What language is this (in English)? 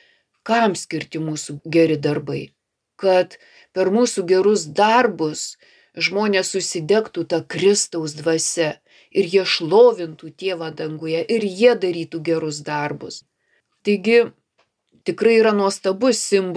Lithuanian